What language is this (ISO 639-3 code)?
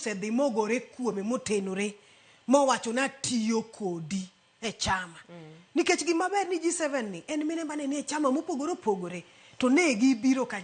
luo